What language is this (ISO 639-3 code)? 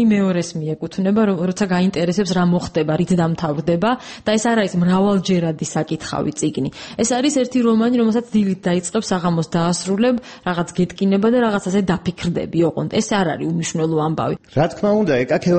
kat